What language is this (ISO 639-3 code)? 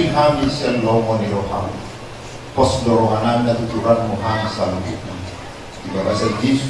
bbc